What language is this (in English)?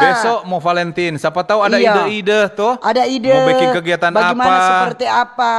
Manado Malay